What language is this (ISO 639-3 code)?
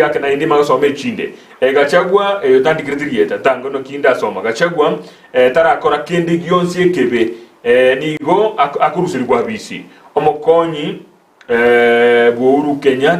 guz